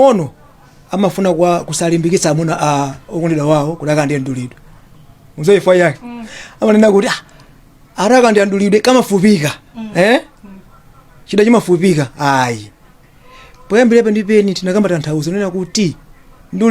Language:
Nyanja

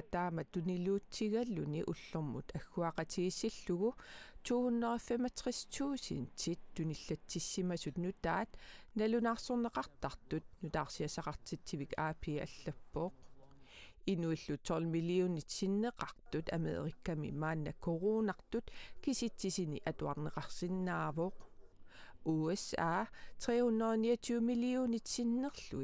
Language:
Kalaallisut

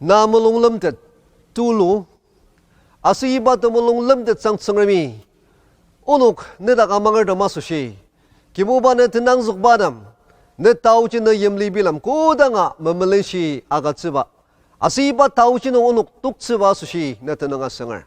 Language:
Ao Naga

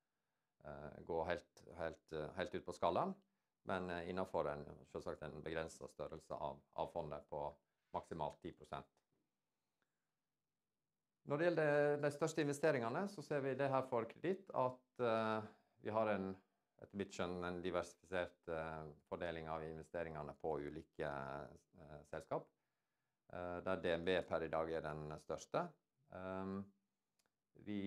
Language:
Norwegian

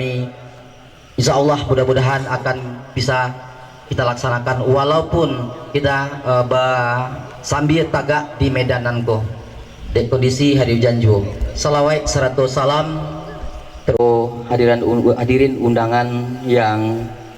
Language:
Minangkabau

